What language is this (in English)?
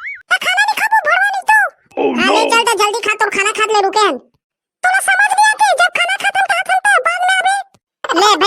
Chhattisgarhi